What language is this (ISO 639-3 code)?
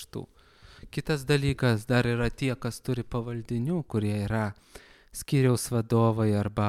lit